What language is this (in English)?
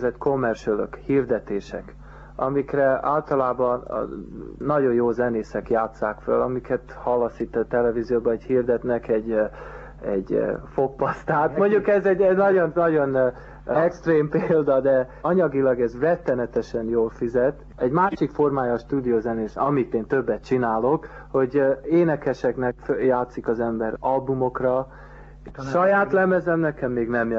Hungarian